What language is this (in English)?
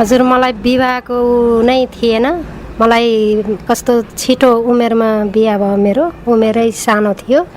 Nepali